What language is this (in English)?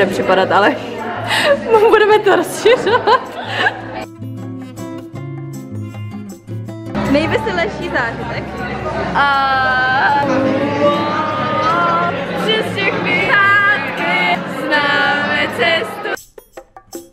Czech